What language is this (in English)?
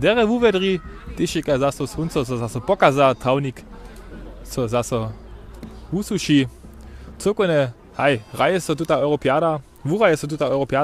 Upper Sorbian